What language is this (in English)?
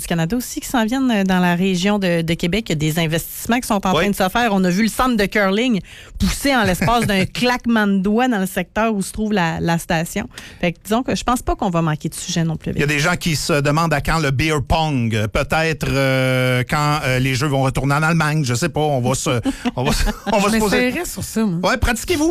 French